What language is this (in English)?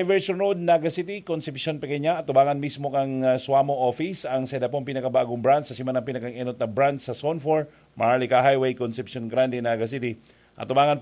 Bikol